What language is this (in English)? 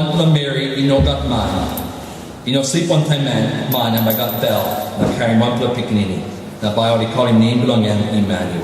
Tok Pisin